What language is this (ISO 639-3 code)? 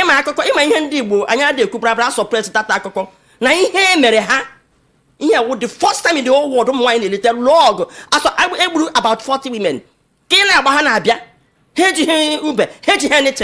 ibo